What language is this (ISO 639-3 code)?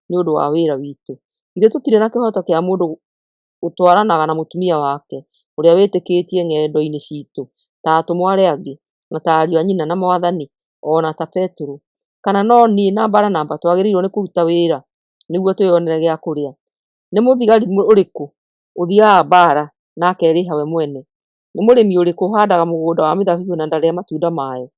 kik